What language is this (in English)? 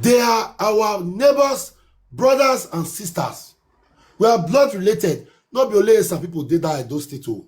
Nigerian Pidgin